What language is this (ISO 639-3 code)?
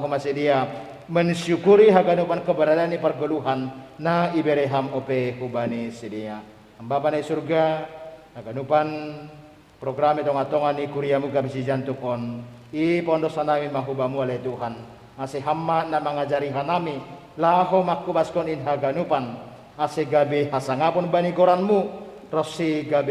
bts